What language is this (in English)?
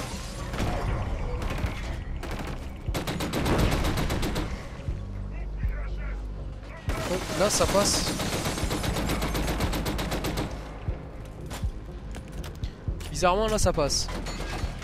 French